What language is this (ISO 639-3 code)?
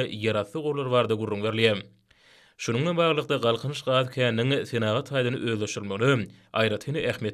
tuk